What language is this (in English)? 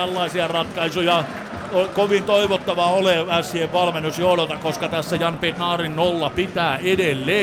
Finnish